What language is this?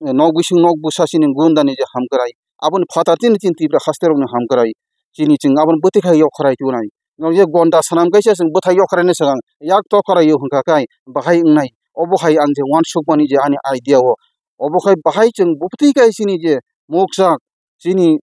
Kok Borok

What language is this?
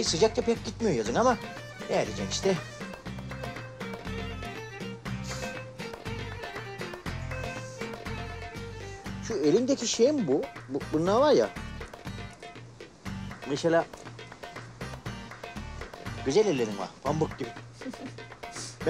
Turkish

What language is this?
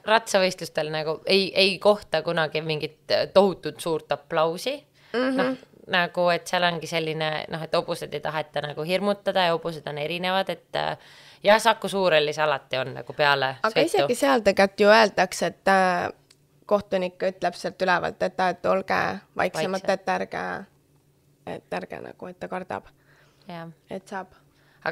Estonian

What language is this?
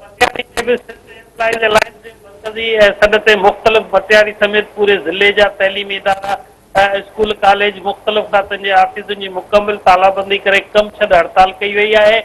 Sindhi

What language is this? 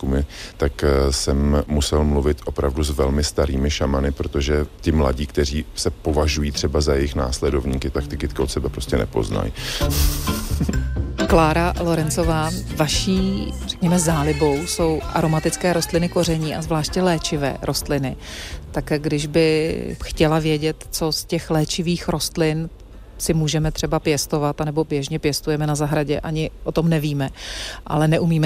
Czech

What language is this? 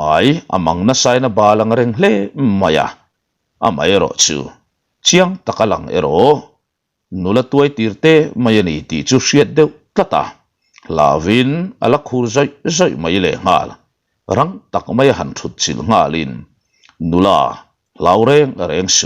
Mizo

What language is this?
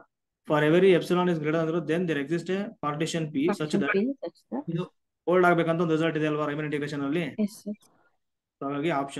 Kannada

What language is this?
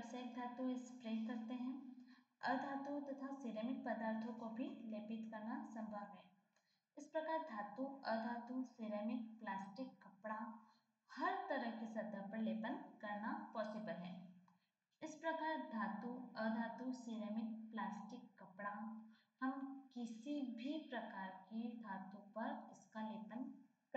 Hindi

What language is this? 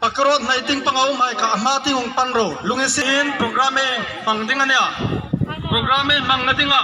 Hmar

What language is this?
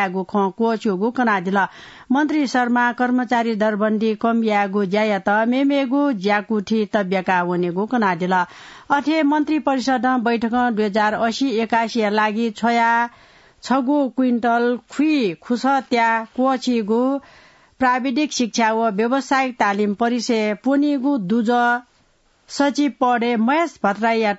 Newari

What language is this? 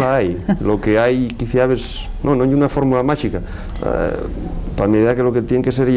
Asturian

